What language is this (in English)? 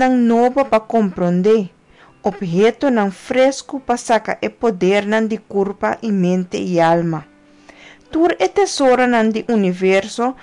Papiamento